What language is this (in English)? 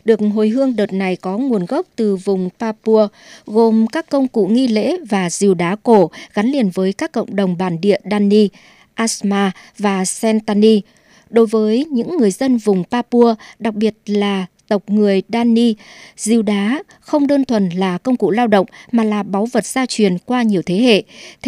Vietnamese